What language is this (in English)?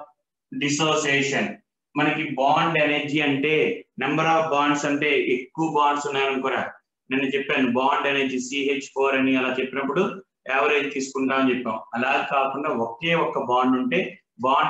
Telugu